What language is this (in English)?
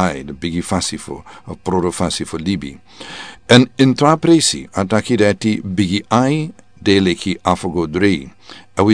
Sranan Tongo